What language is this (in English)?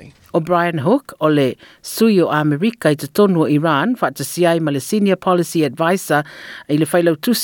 Samoan